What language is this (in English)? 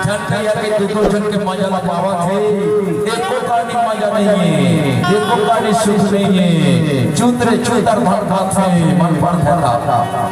Chhattisgarhi